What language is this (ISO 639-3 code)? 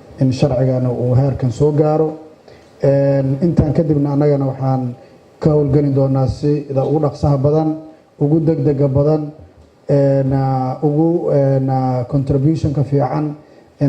som